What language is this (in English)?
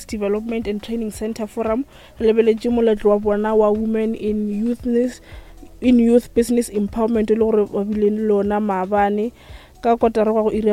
Northern Sotho